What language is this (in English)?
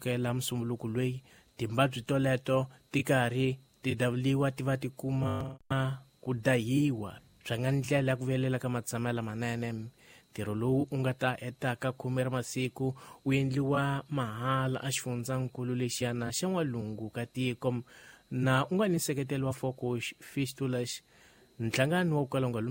Tsonga